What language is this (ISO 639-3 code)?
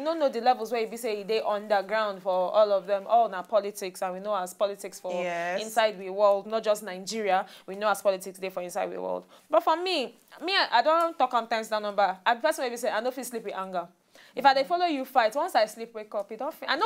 pcm